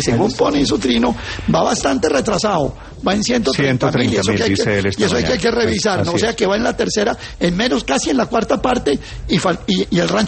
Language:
Spanish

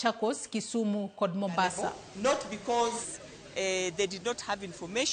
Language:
Luo (Kenya and Tanzania)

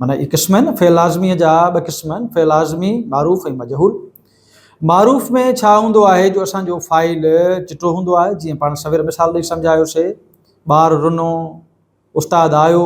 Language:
Sindhi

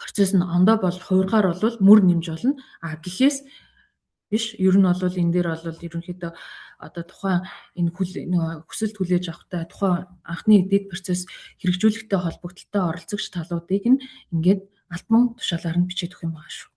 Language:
Mongolian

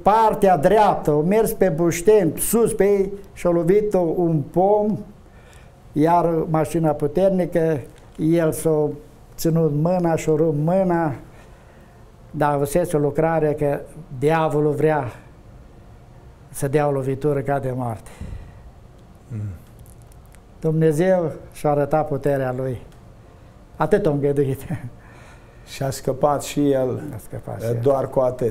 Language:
Romanian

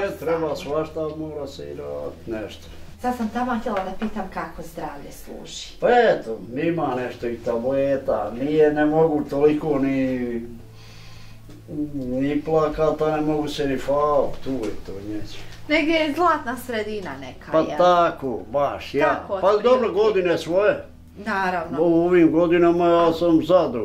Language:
Bosnian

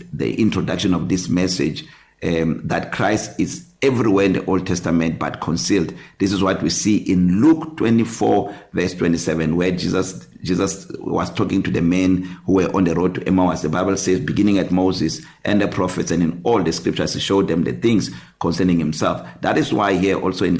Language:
English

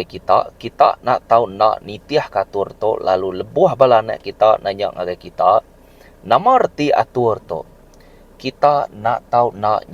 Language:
Iban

